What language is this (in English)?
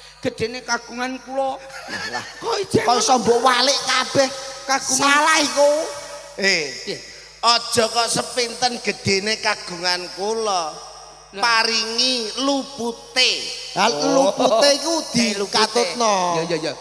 Javanese